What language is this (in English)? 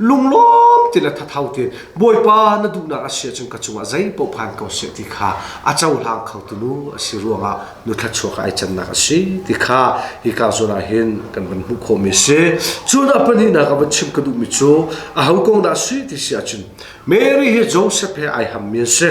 Hakha Chin